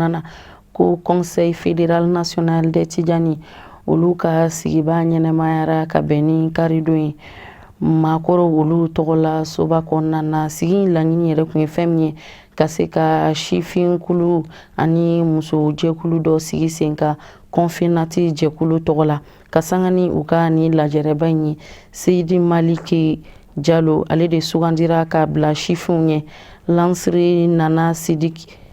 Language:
Bambara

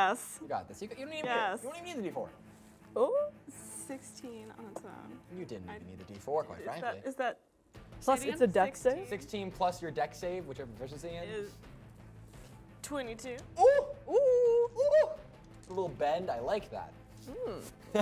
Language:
English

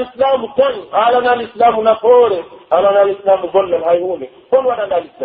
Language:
Pular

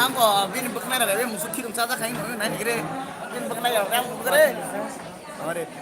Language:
Kok Borok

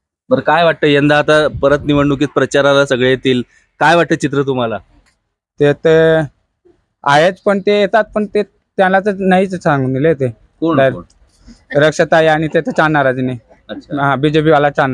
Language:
Marathi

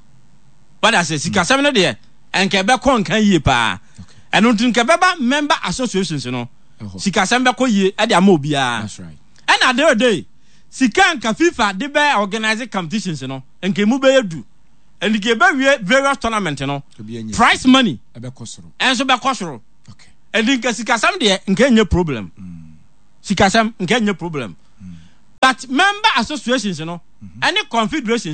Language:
Akan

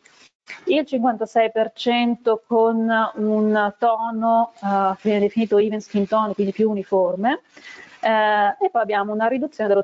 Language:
Italian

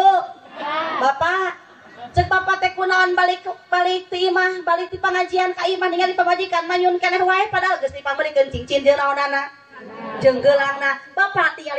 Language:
Sundanese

